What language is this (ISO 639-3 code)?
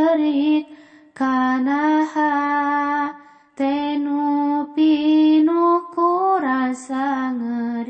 sun